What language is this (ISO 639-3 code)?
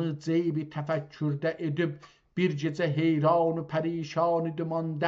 azb